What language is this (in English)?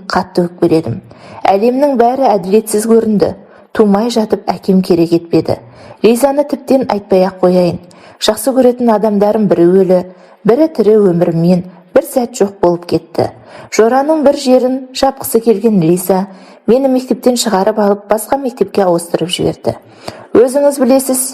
Kazakh